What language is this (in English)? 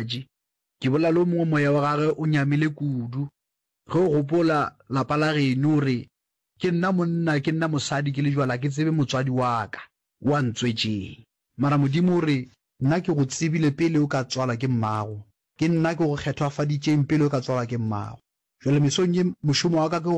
Northern Sotho